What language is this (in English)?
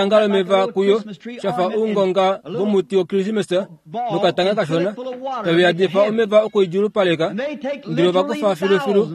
Kuanyama